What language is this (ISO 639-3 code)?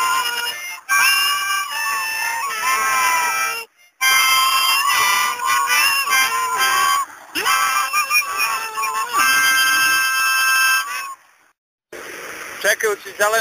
srp